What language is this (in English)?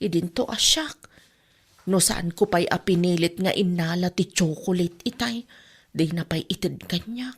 Iloko